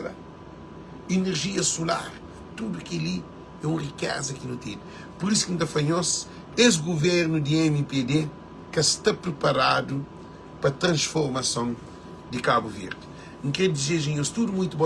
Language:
Kabuverdianu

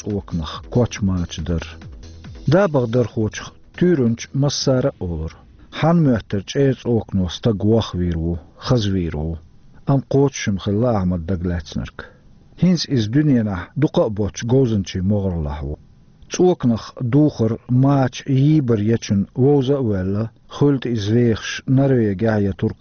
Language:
Chechen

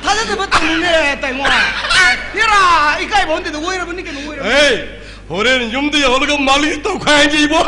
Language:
Manipuri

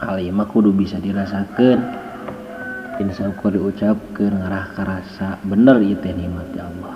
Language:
Sundanese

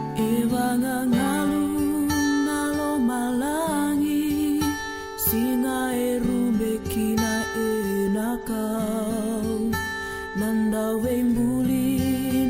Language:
Fijian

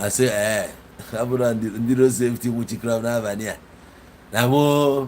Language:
Igbo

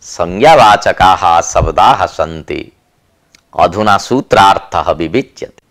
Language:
Sanskrit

